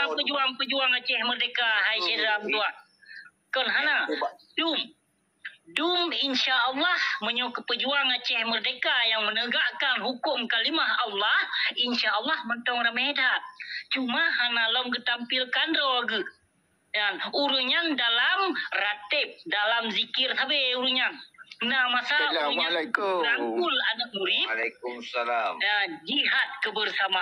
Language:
Achinese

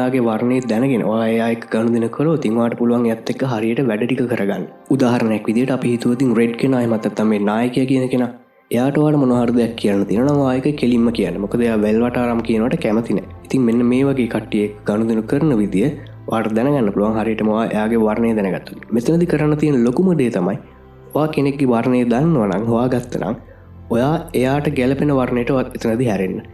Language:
Sinhala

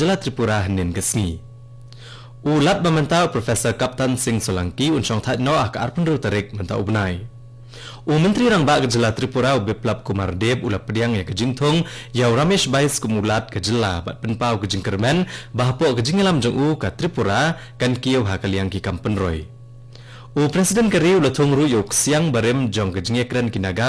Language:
Khasi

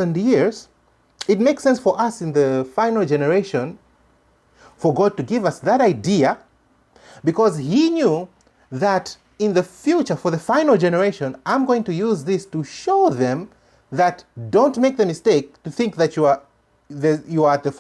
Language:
English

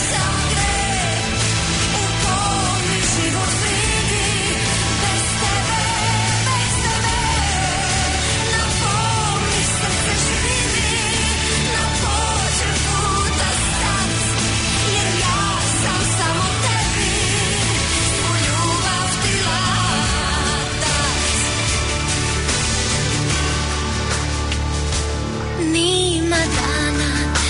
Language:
Croatian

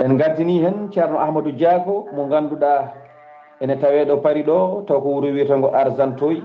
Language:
Fula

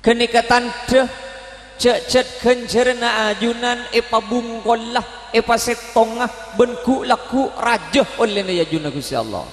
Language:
Madurese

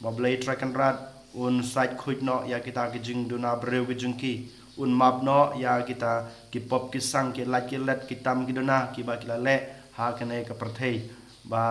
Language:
Khasi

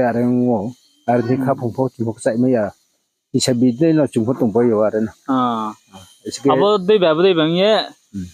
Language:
Riang (India)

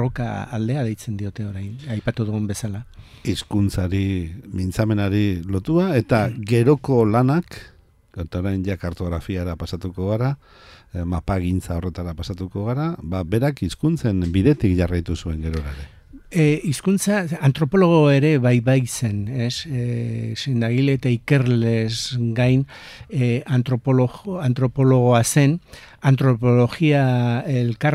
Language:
Basque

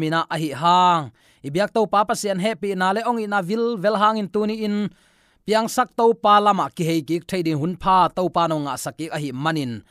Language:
Tedim Chin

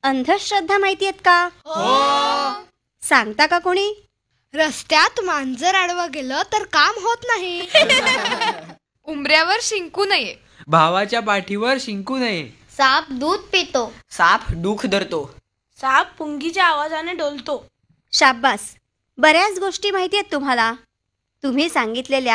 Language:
Marathi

